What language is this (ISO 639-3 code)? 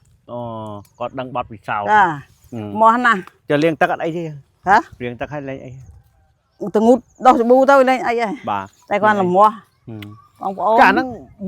khm